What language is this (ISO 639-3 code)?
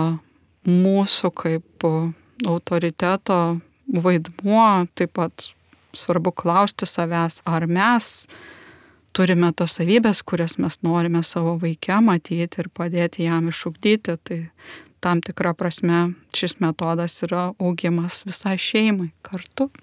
lit